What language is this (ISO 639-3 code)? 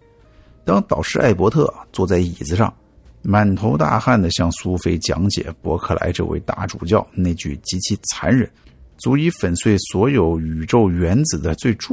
zho